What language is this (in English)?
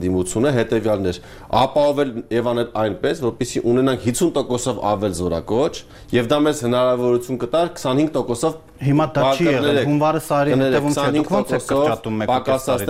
Armenian